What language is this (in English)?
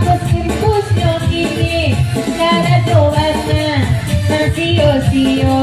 Minangkabau